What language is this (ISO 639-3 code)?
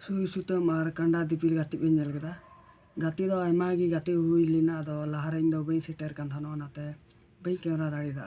sat